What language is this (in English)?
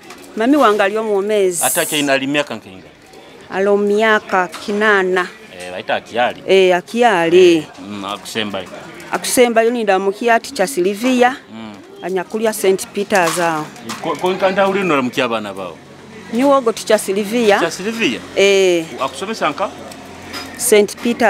Nyoro